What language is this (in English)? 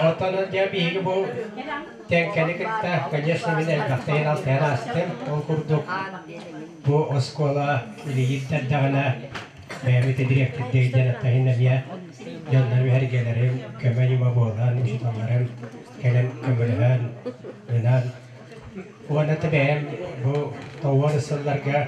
Yakut